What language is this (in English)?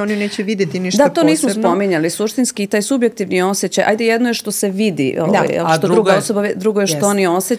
Serbian